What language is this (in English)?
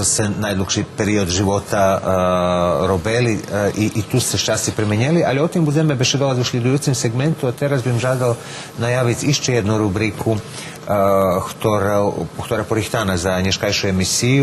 Rusyn